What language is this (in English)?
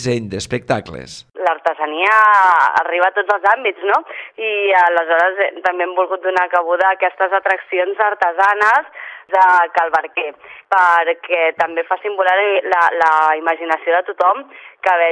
Catalan